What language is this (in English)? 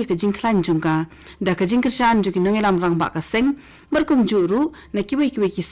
Khasi